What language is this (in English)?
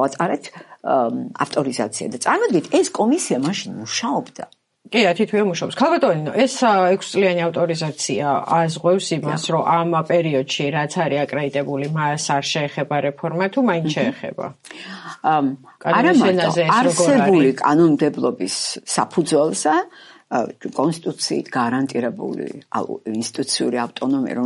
Georgian